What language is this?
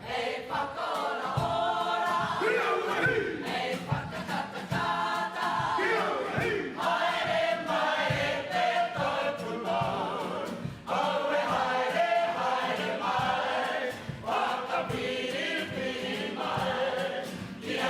Māori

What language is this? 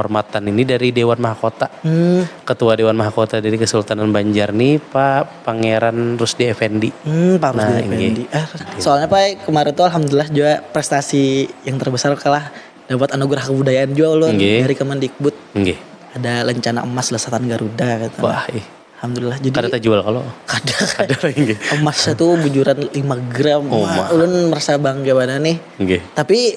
Banjar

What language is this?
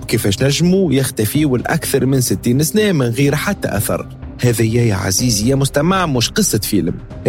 Tunisian Arabic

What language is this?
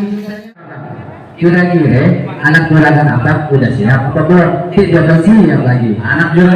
Betawi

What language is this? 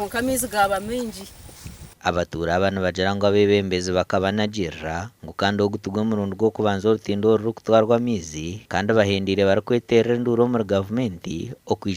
Nyankole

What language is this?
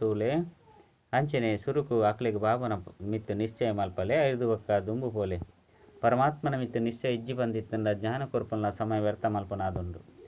Tulu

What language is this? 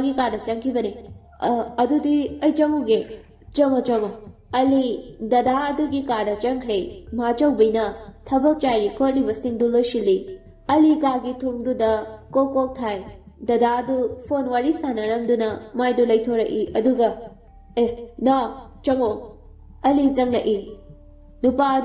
Manipuri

